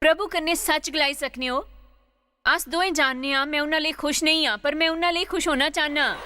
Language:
Dogri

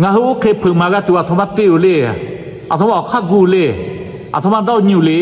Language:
Lahu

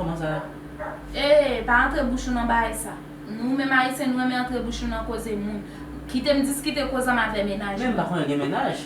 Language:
Haitian Creole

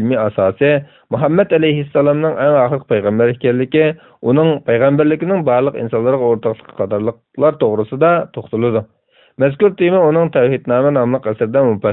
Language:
Uyghur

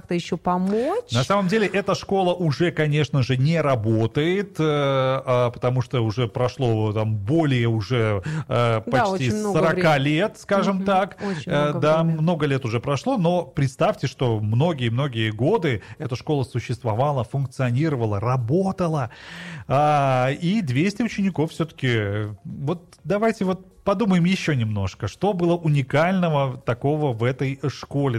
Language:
Russian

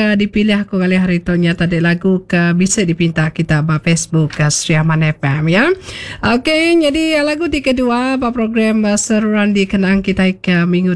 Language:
Iban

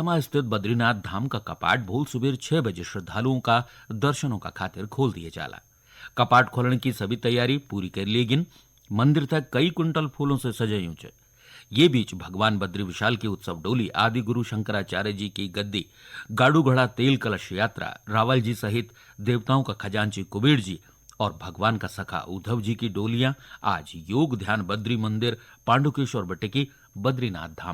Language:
Garhwali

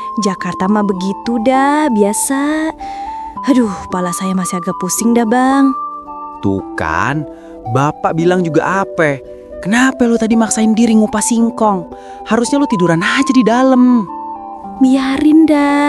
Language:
Betawi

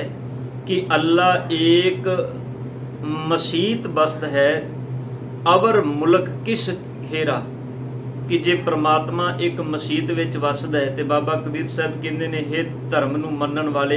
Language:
Punjabi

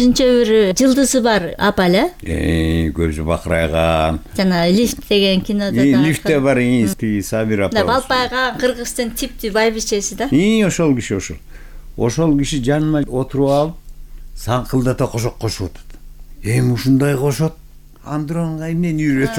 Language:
Kyrgyz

